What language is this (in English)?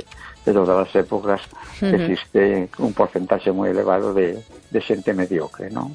Galician